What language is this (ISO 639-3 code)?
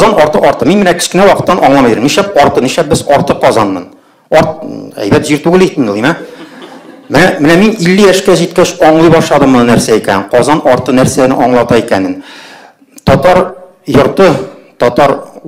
tat